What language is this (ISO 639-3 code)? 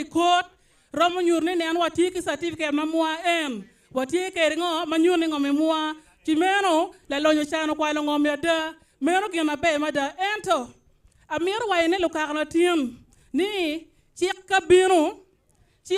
ach